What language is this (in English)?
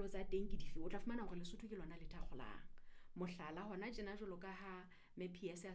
Southern Sotho